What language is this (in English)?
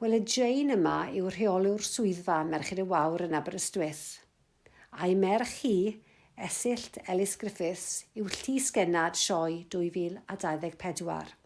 Welsh